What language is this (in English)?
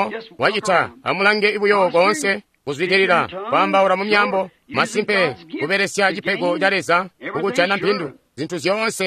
Tonga (Zambia)